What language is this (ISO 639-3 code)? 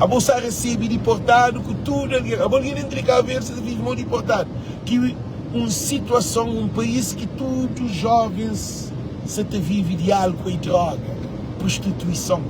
kea